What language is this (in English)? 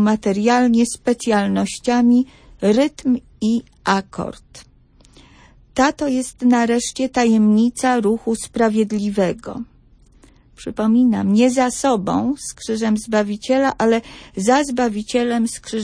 Polish